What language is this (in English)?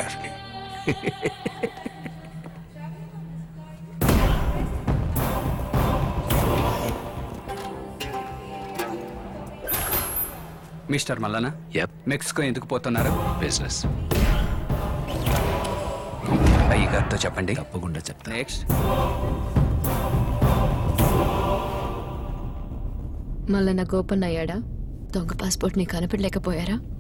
Telugu